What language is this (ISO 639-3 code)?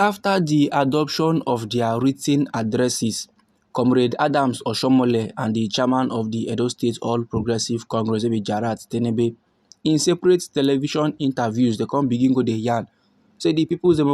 pcm